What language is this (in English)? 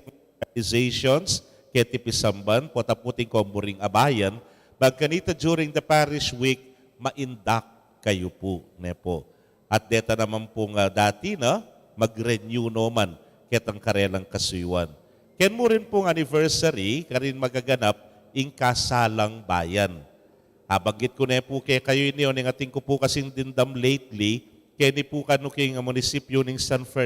Pampanga